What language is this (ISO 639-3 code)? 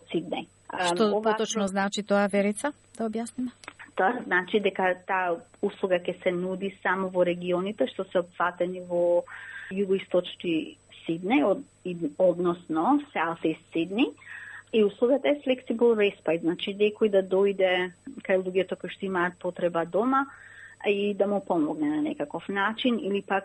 mkd